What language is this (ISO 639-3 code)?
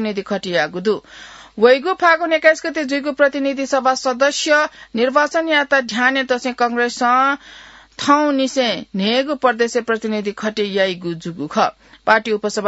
new